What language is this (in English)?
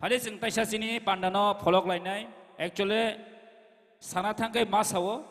Kok Borok